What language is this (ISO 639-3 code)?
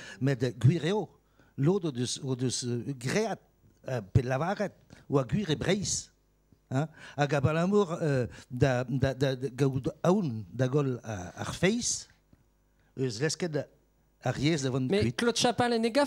bre